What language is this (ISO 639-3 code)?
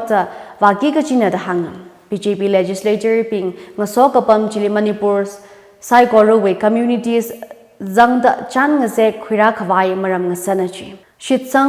nmf